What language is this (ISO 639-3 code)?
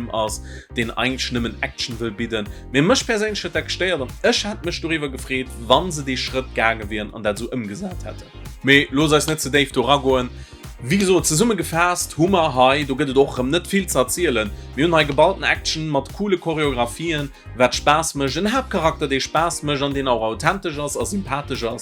ltz